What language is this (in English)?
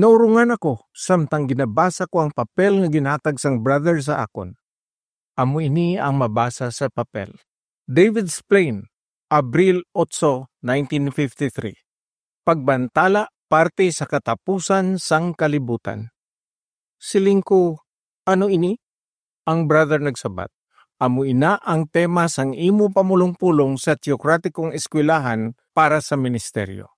Hiligaynon